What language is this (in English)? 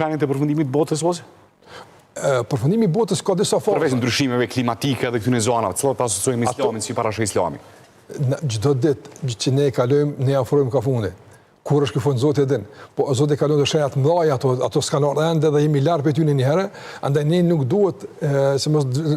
Albanian